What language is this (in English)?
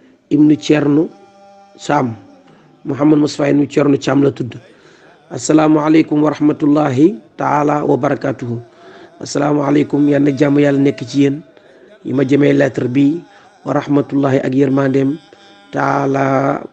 Wolof